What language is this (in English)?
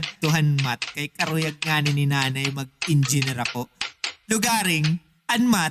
Waray